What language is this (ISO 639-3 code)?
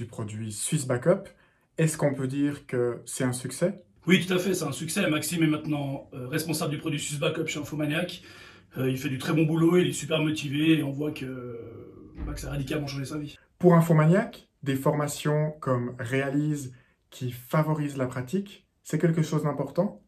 fra